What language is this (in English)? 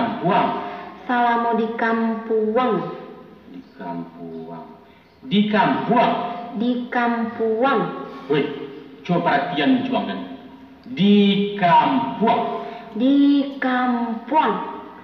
Minangkabau